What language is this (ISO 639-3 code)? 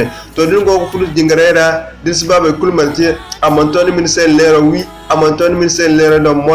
dje